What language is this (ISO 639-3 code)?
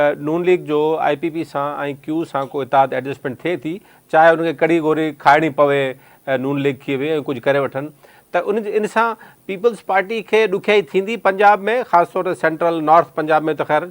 snd